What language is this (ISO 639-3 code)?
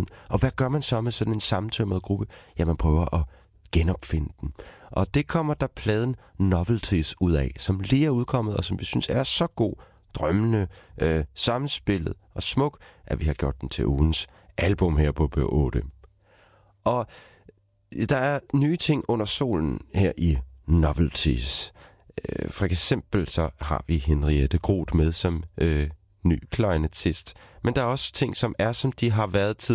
dan